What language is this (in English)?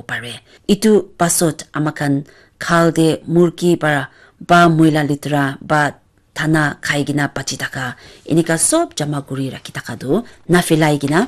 Naga Pidgin